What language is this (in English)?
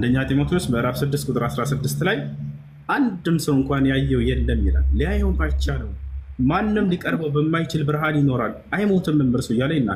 Amharic